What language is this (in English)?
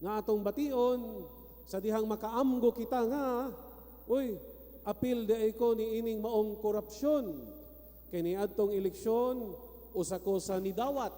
Cebuano